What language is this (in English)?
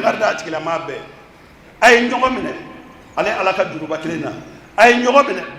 Bambara